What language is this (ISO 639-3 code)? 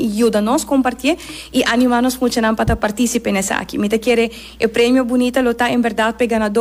pap